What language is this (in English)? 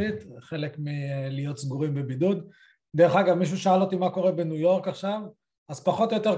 Hebrew